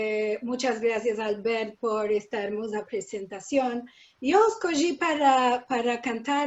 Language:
Ladino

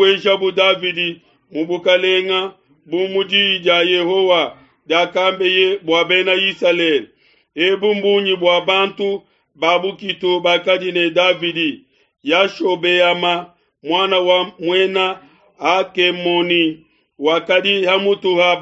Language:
Luba-Lulua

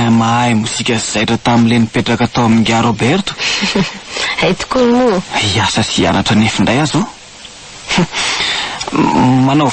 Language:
Malagasy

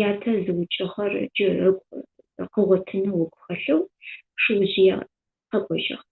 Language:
Adyghe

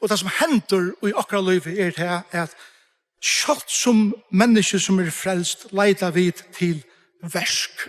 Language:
Faroese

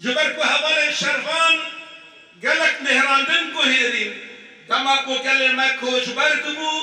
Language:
Kurdish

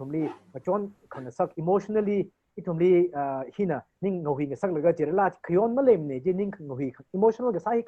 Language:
Tangkhul Naga (India)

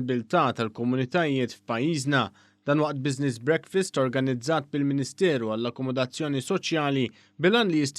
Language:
Maltese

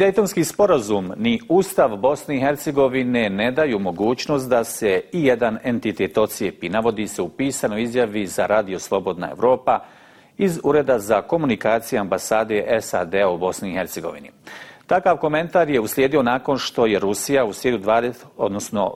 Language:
Bosnian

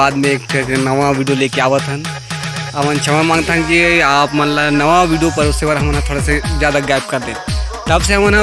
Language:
Chhattisgarhi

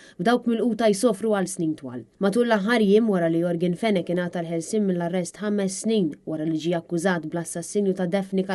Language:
Maltese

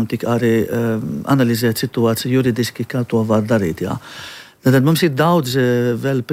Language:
Latvian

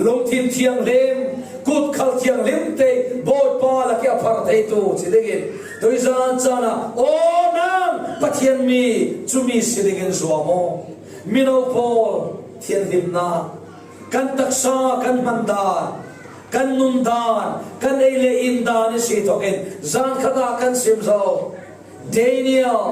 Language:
Falam Chin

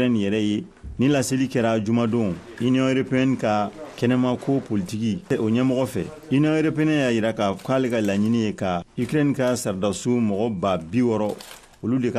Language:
Bambara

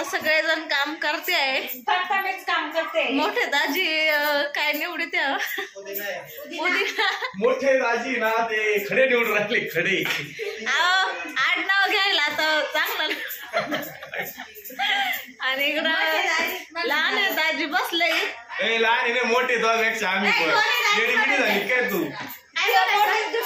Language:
Marathi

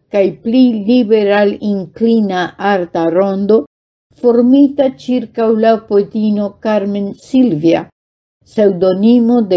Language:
Esperanto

